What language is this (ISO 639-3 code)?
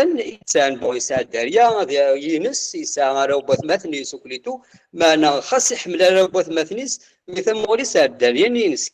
kab